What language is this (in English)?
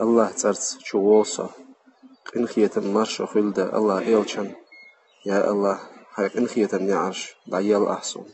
Chechen